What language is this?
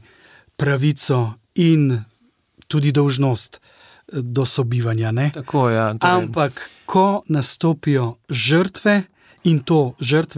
Slovenian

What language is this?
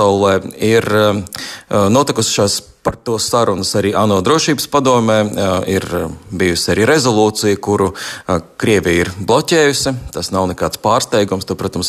Latvian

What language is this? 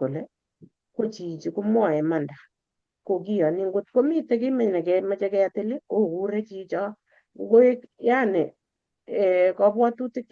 Kalenjin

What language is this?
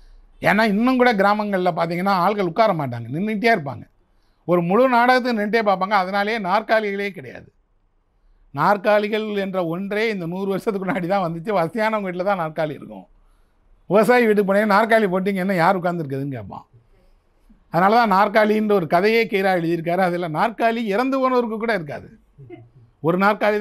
Tamil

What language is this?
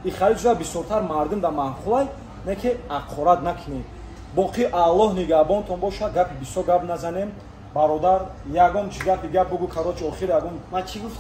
Tajik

